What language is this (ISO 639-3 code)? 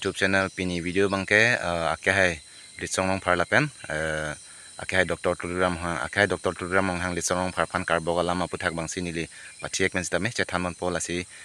mjw